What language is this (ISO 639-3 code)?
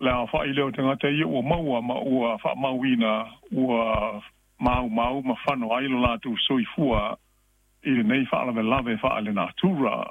smo